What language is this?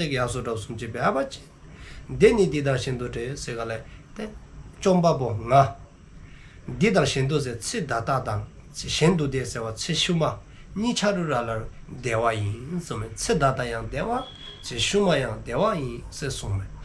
Dzongkha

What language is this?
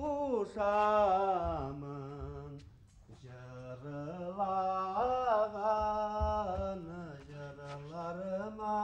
Bashkir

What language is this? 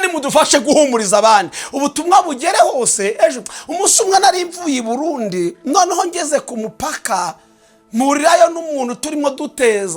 Kinyarwanda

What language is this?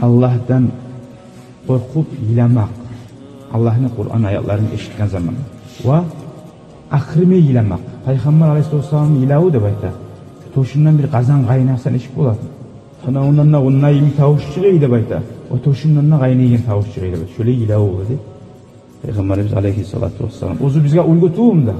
Kumyk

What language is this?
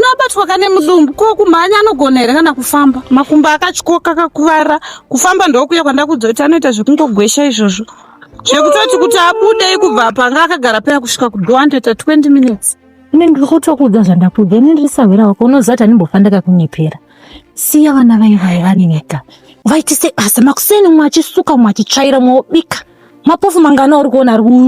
Shona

